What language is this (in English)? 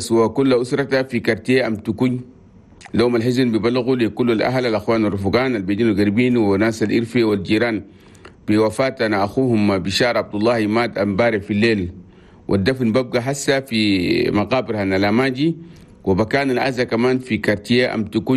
Chadian Arabic